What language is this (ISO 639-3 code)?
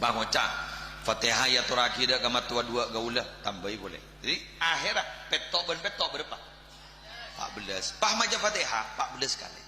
mad